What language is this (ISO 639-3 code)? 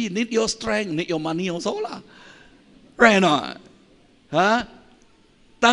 iba